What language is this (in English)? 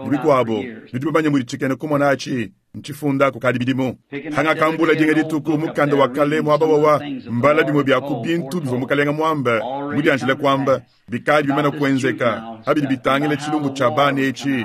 Luba-Lulua